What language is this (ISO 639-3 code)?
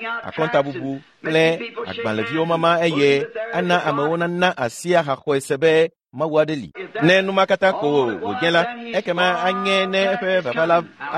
ewe